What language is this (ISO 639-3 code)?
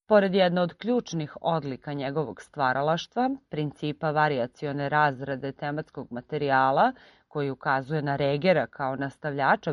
srp